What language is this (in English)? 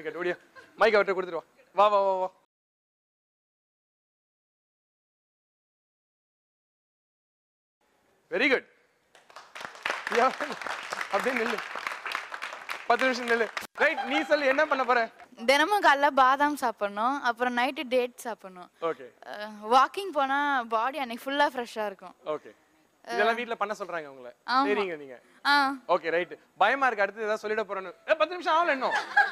Tamil